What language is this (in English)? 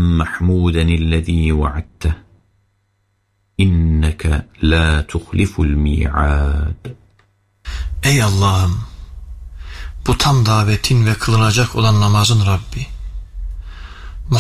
Turkish